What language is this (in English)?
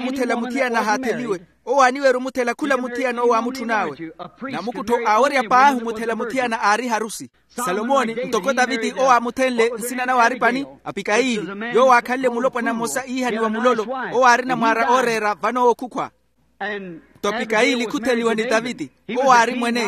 Makhuwa